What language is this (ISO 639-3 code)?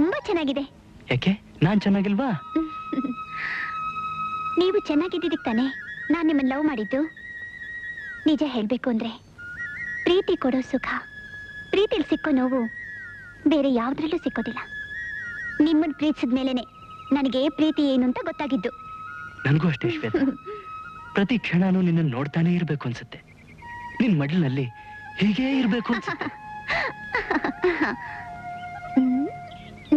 kan